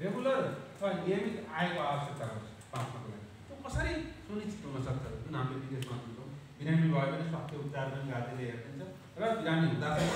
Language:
Nepali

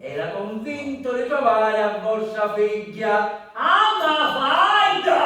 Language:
Sicilian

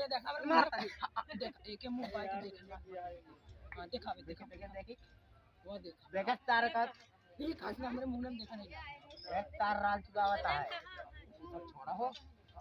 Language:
Awadhi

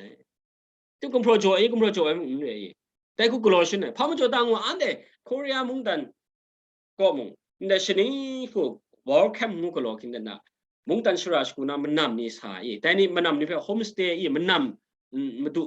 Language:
Kachin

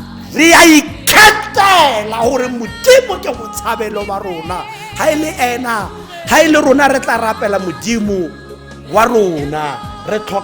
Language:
Tswana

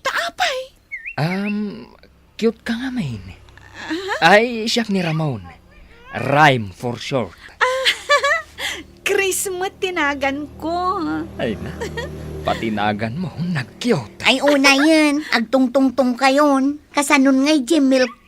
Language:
Iloko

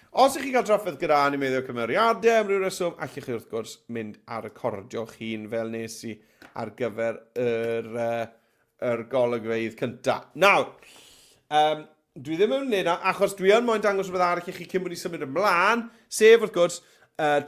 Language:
Welsh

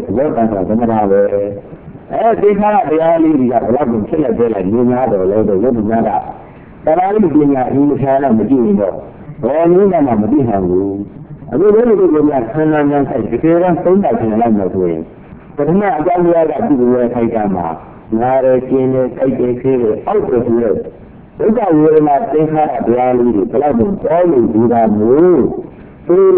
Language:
Burmese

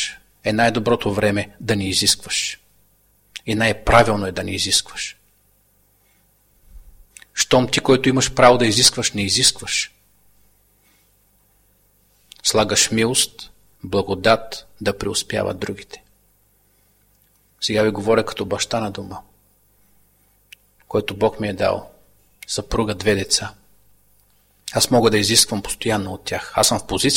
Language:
Bulgarian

